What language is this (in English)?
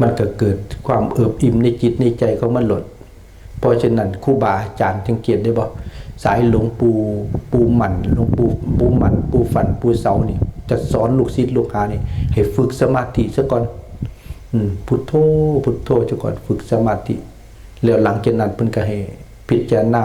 Lao